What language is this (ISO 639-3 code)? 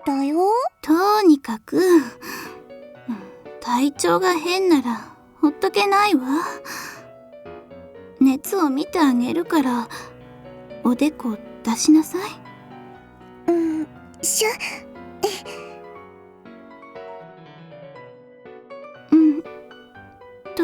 jpn